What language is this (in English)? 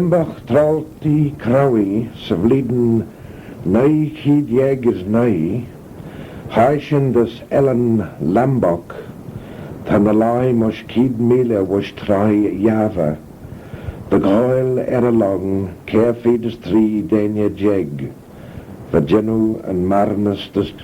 Manx